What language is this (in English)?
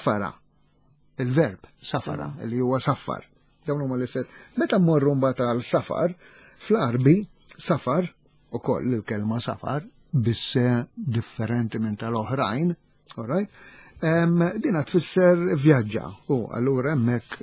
Maltese